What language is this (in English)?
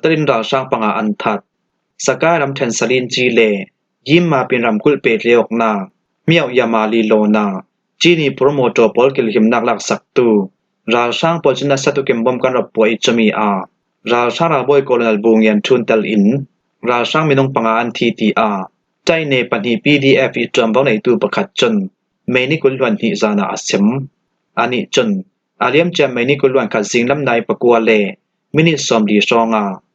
Falam Chin